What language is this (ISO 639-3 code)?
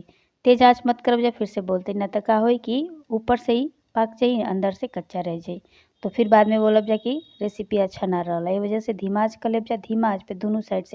bho